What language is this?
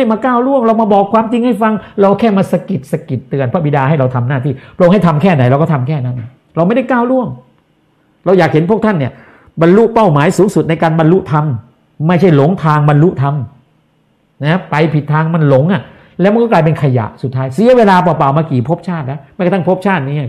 Thai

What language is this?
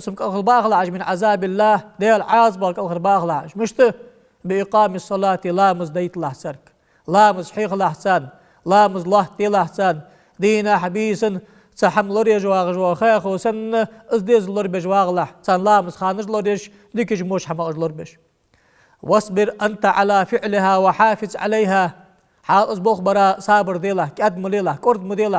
Ingush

